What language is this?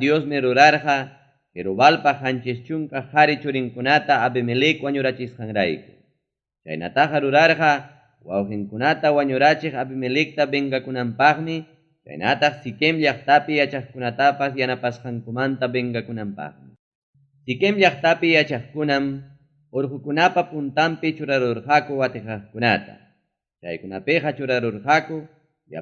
Ayacucho Quechua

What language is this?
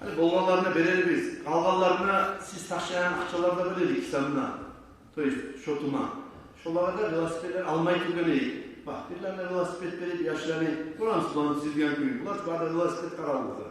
Kumyk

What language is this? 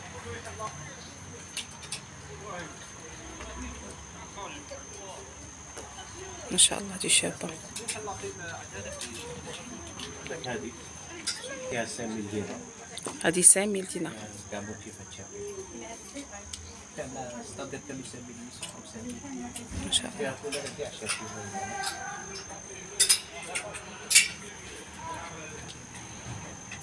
Algerian Arabic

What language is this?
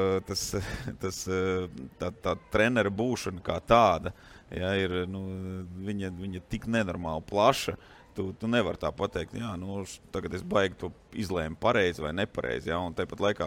Latvian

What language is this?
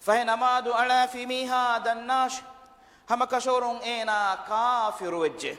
Divehi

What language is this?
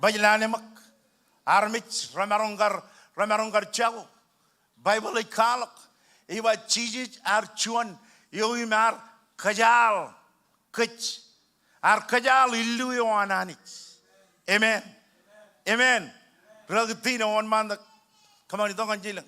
Marshallese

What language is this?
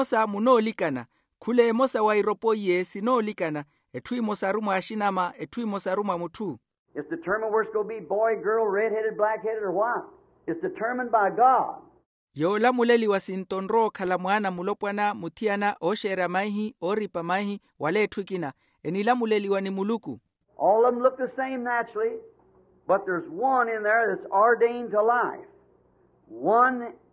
Makhuwa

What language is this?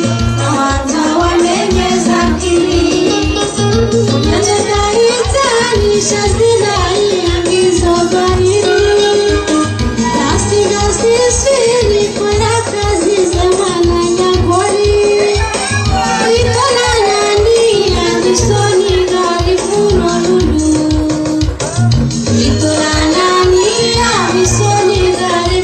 Ngazidja Comorian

